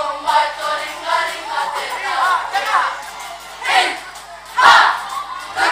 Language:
Māori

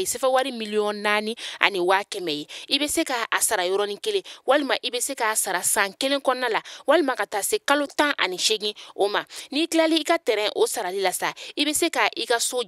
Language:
Bambara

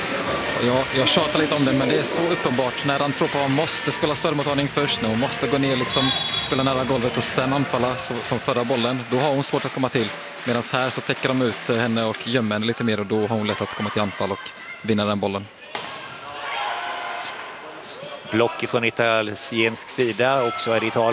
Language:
Swedish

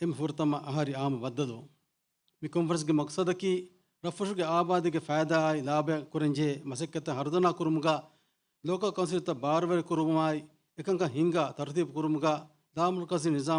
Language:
Divehi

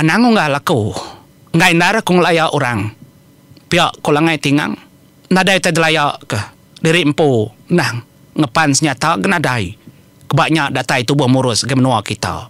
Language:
Iban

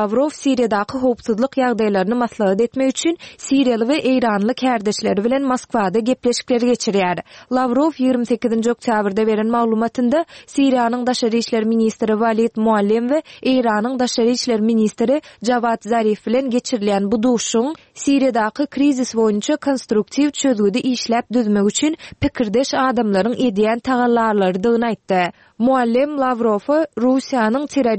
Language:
Turkmen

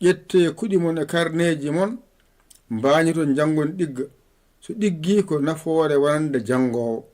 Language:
Fula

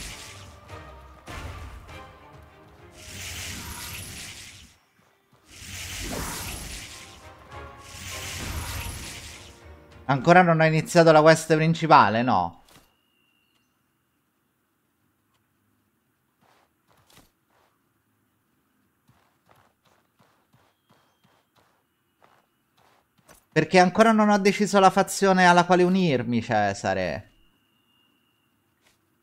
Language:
Italian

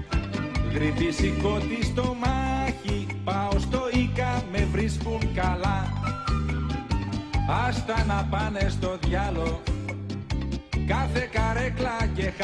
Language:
Greek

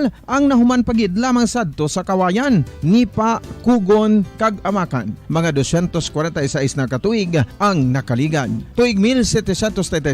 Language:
Hiligaynon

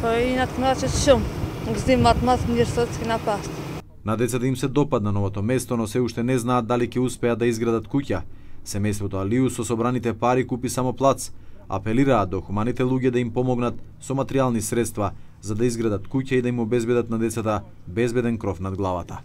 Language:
Macedonian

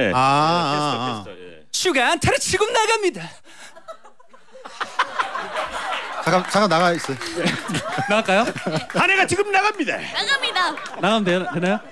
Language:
Korean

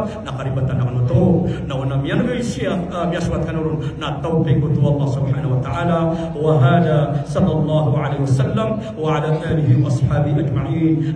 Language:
Maranao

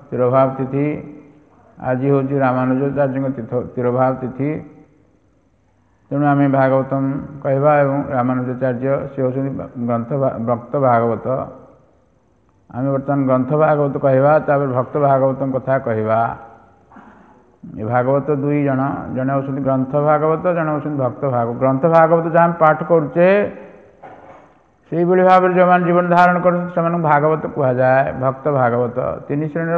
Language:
Odia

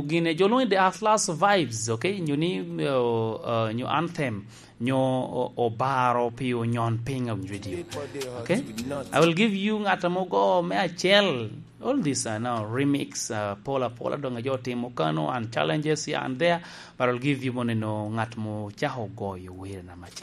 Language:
Lango (Uganda)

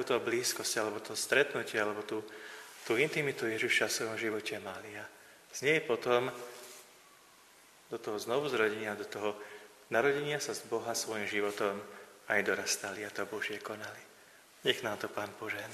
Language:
Slovak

